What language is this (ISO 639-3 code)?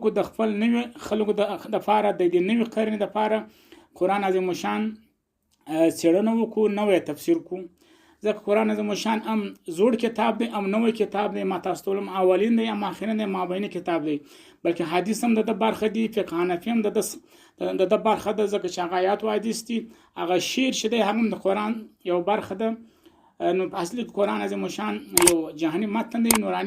pus